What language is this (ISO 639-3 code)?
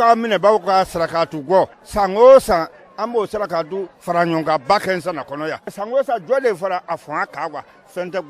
bam